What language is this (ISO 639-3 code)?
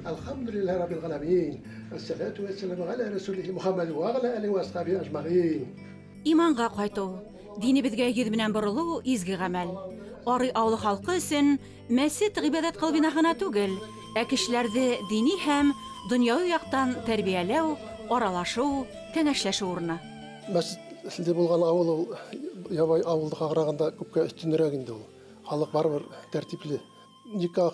bak